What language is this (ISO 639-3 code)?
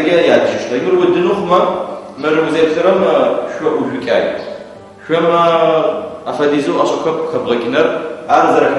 ady